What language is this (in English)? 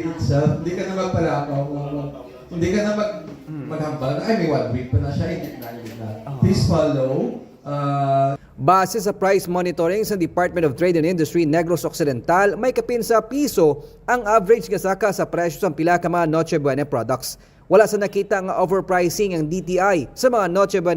Hiligaynon